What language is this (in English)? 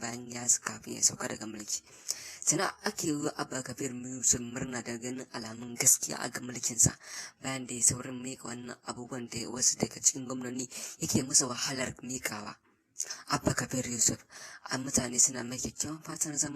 Hausa